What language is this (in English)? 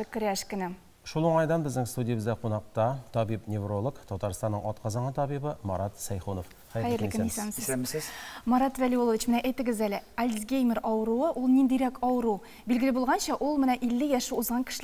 Tatar